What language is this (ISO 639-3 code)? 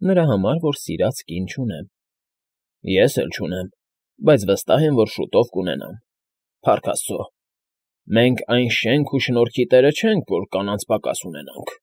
hye